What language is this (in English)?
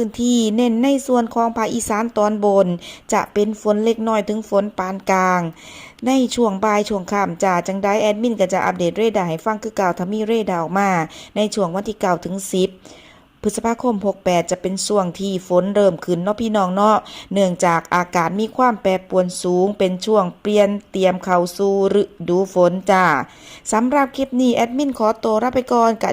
Northeastern Thai